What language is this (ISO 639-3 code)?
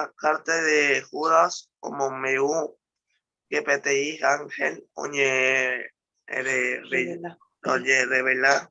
grn